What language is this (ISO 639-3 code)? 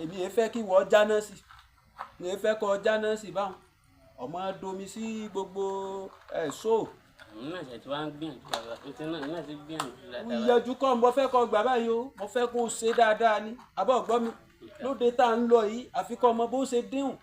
yor